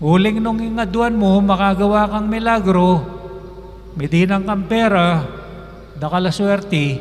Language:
Pampanga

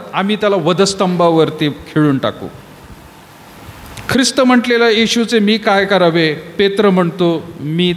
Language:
Marathi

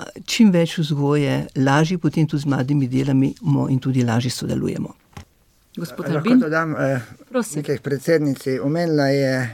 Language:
Slovenian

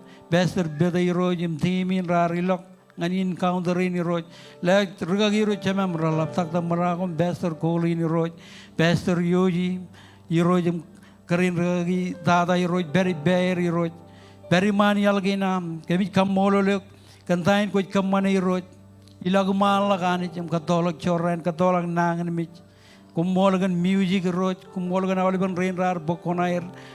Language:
Marshallese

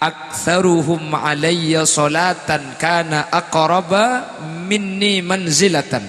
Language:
Madurese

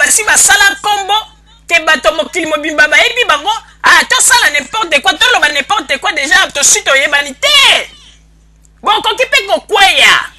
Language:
Lingala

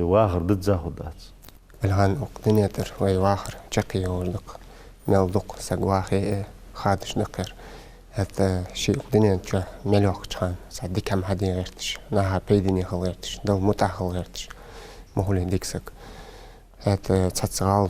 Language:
Ingush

